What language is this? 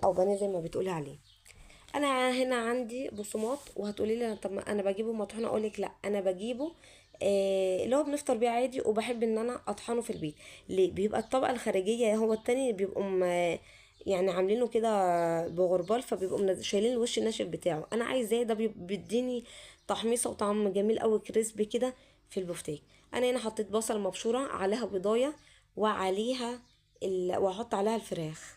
Egyptian Arabic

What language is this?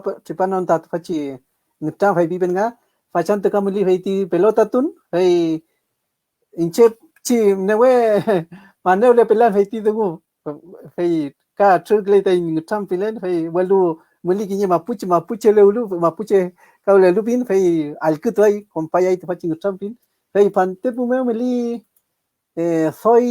Mapuche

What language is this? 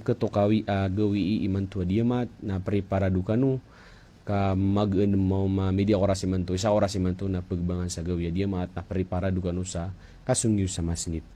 Maranao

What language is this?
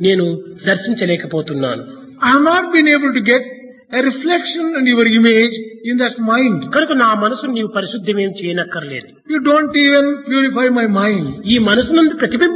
Telugu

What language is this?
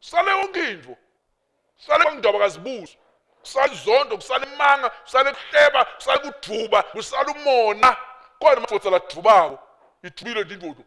Swati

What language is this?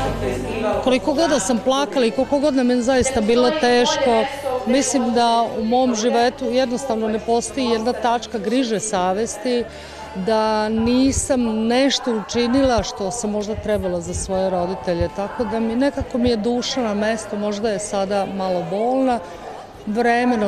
Serbian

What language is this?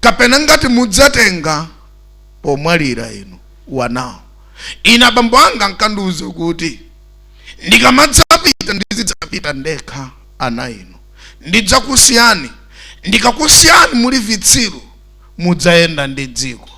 Nyanja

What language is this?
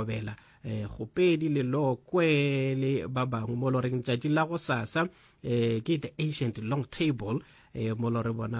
Northern Sotho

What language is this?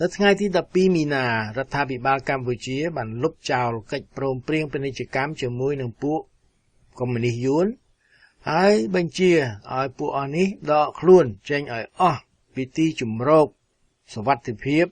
Khmer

